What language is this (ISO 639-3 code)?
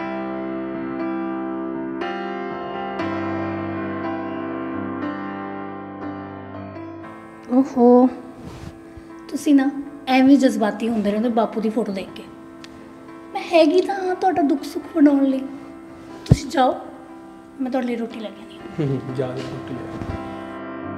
pan